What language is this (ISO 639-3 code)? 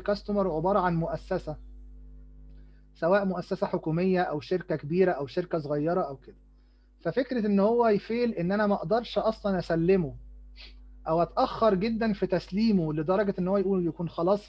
arz